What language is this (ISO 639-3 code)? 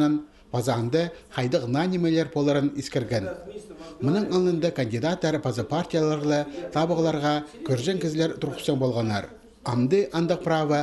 kjh